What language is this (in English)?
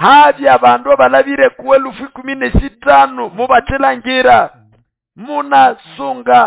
Nande